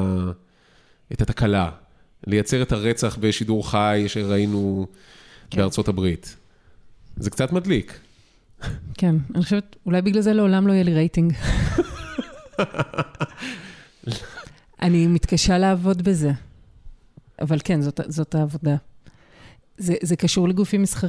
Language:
Hebrew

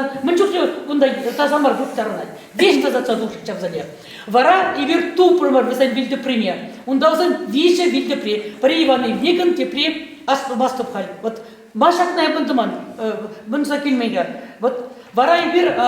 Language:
Chuvash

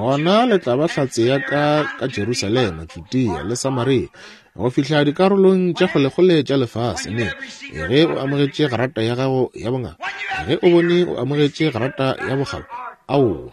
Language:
Northern Sotho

